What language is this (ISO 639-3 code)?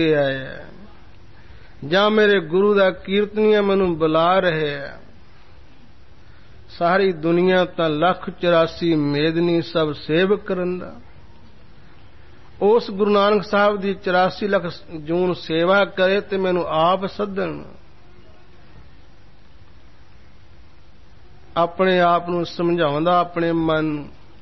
pan